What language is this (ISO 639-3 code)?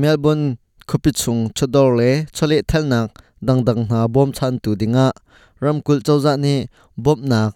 cnh